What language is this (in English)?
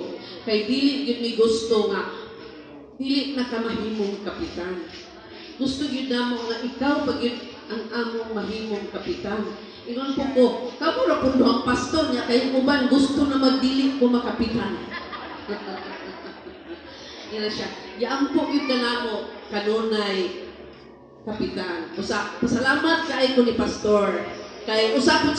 Cebuano